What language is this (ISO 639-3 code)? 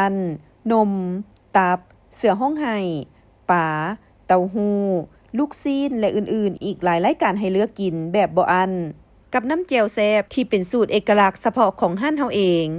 lao